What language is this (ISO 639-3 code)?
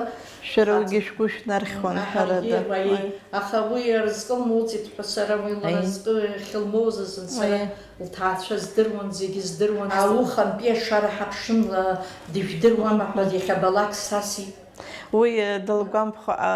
abk